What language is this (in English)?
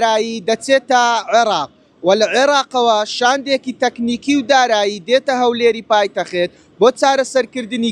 Central Kurdish